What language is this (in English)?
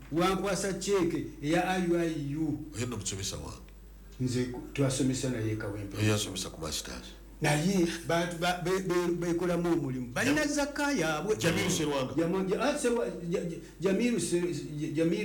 Ganda